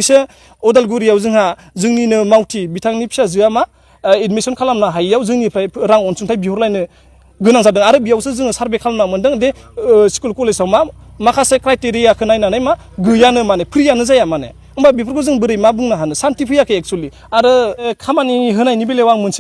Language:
Bodo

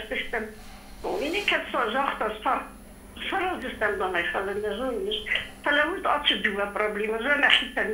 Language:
Ossetic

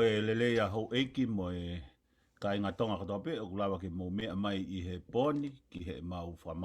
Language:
Tongan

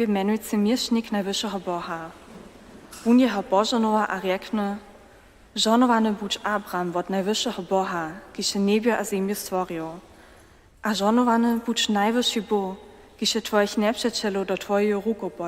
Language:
Upper Sorbian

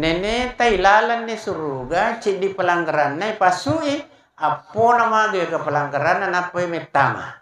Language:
Buginese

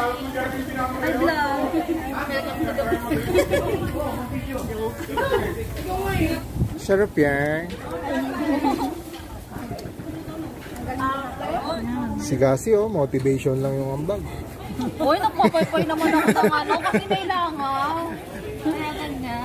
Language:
Filipino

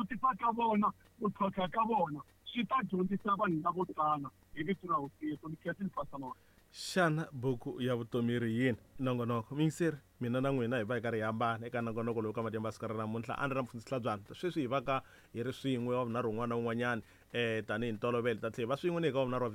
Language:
Tsonga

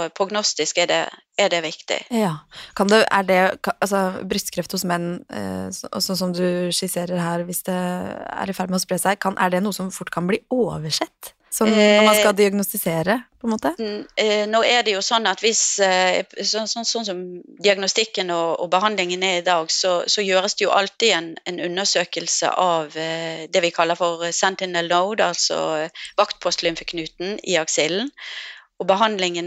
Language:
Norwegian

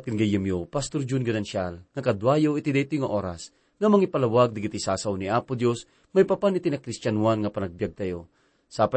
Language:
Iloko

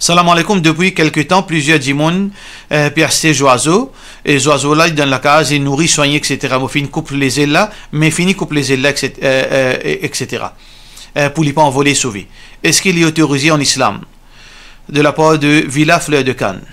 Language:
Morisyen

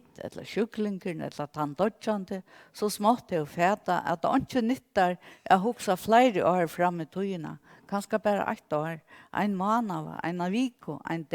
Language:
Faroese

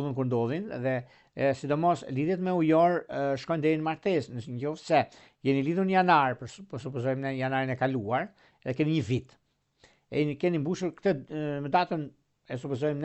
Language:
Albanian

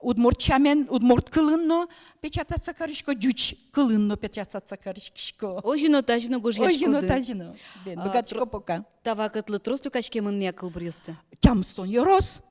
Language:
Udmurt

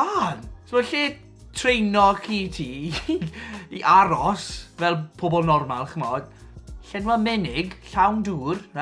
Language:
Welsh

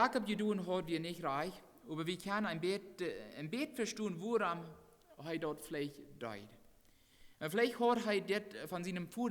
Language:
Plautdietsch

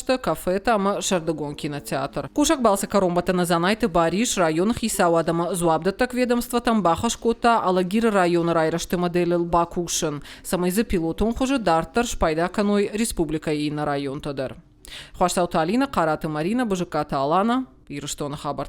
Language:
Ossetic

